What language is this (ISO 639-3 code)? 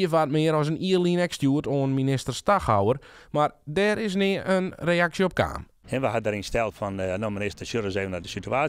fry